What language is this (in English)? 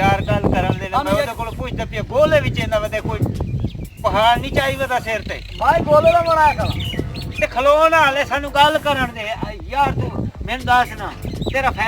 Saraiki